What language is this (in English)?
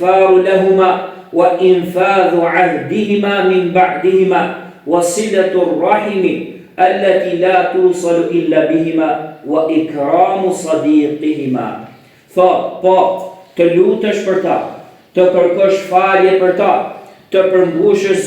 Albanian